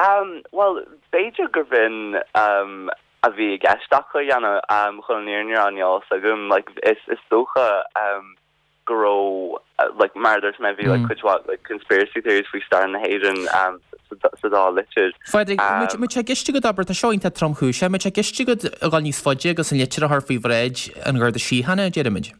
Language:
Irish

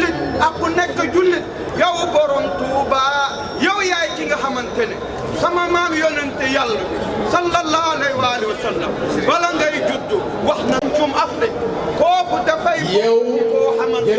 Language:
Wolof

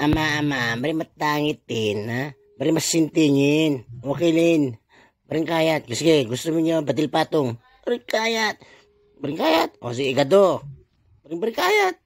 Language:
Itawit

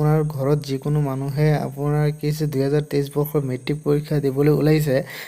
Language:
Assamese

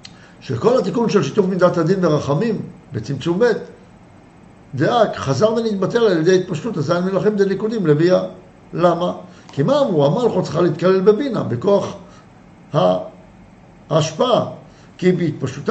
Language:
Hebrew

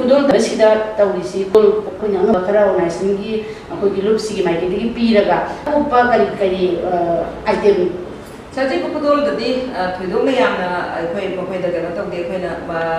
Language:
Manipuri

